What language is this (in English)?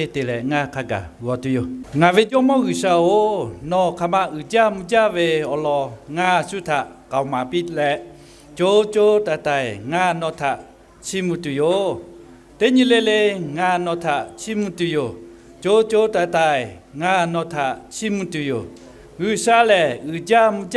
Lahu